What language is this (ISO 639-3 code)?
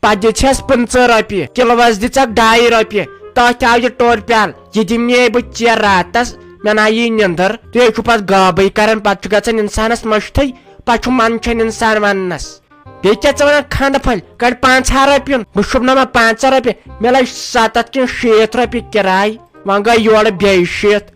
kas